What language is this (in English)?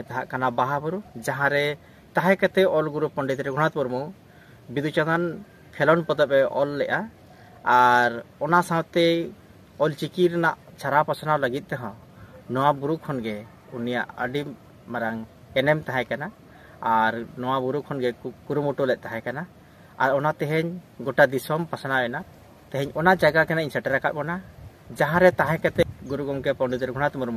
Santali